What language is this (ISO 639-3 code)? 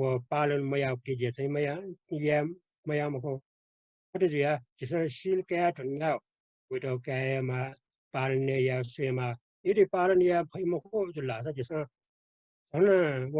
new